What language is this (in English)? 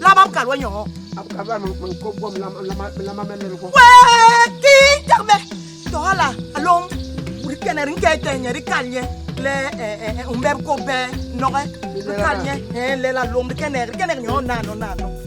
Basaa